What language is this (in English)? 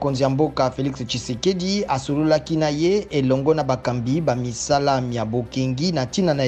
Lingala